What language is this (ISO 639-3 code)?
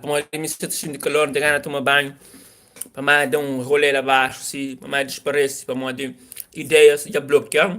kea